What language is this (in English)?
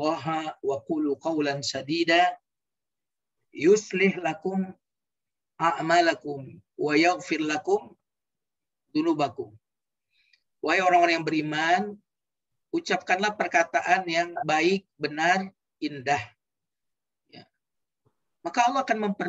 Indonesian